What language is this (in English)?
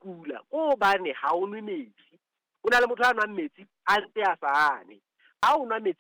Southern Sotho